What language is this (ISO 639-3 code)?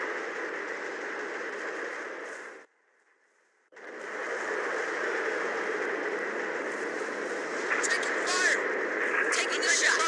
eng